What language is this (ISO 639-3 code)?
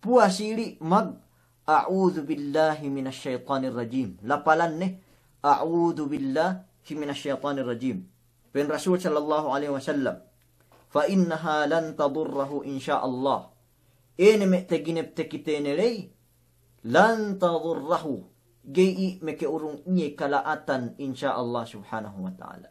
yka